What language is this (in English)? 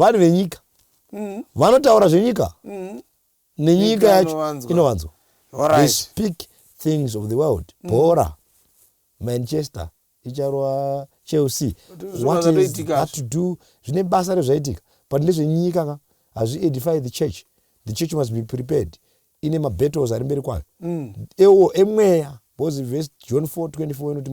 Shona